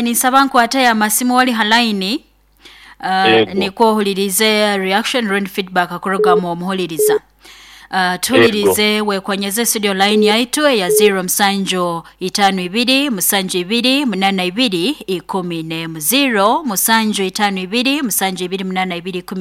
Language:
Nyoro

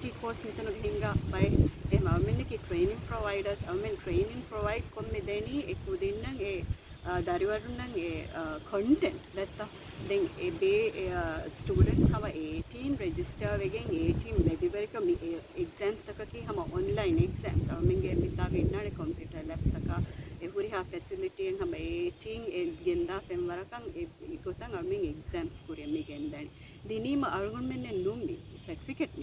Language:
Divehi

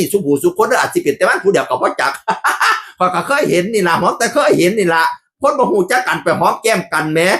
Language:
Northeastern Thai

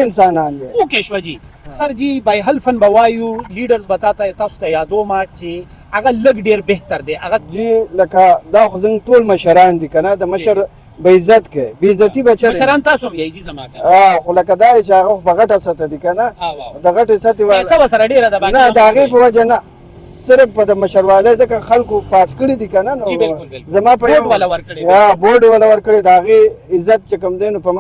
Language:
Pashto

